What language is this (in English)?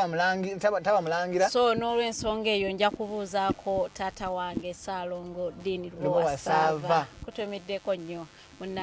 Ganda